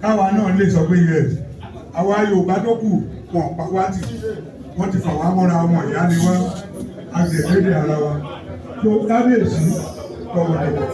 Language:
Yoruba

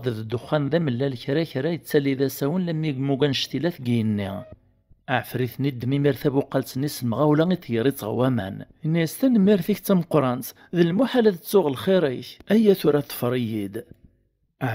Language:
Kabyle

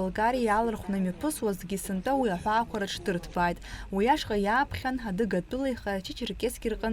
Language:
Abkhazian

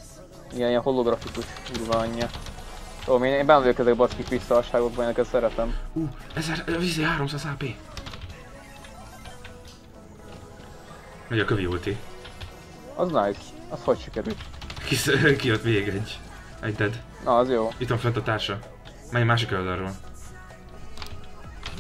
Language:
Hungarian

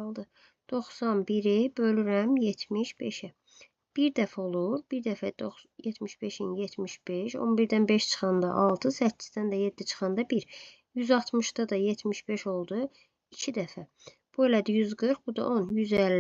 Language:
Azerbaijani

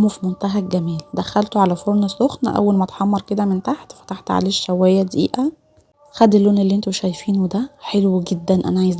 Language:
Egyptian Arabic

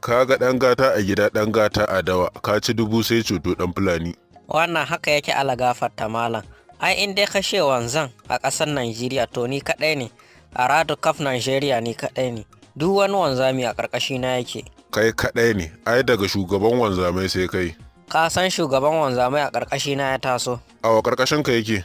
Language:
Hausa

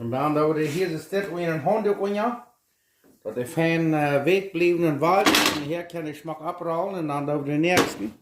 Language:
Plautdietsch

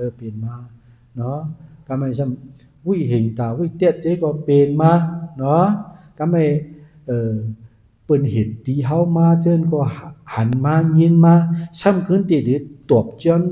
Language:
Shan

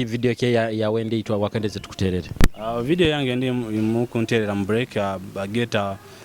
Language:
Nyoro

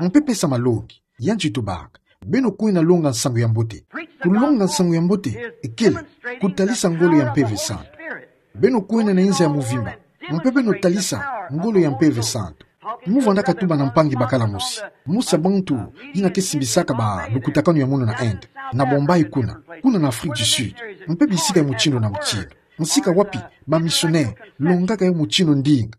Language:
Kituba (Democratic Republic of Congo)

